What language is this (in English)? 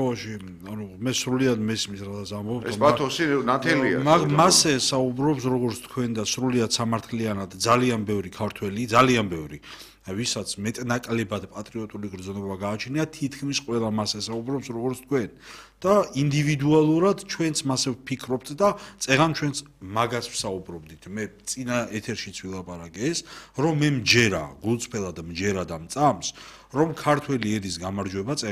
Georgian